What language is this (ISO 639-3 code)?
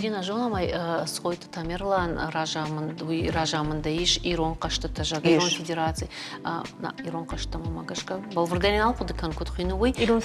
oss